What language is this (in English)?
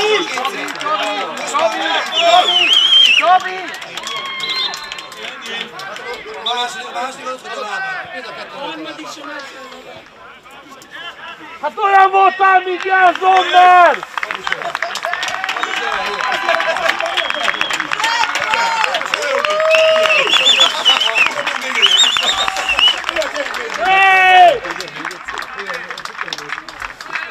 Hungarian